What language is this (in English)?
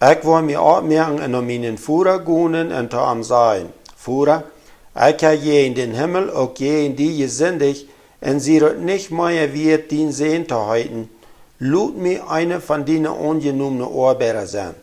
Plautdietsch